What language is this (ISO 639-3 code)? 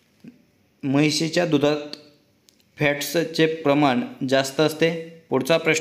mar